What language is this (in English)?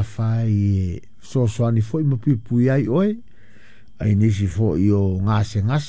Samoan